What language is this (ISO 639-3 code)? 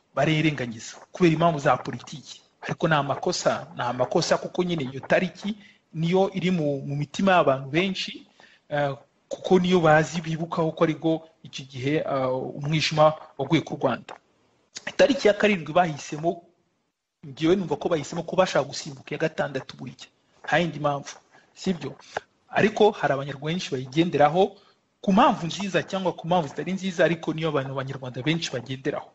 kin